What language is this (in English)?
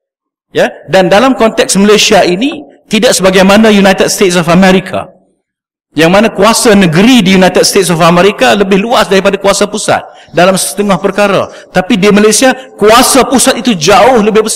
Malay